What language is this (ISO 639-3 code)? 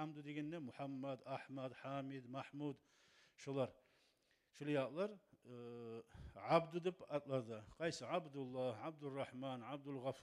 kum